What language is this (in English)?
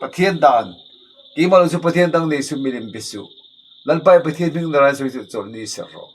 Mizo